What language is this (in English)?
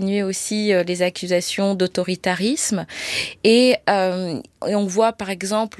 French